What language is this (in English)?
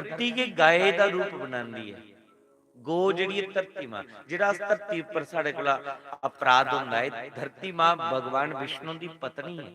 Dogri